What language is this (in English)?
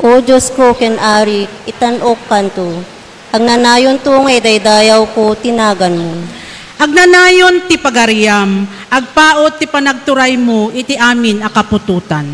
Iloko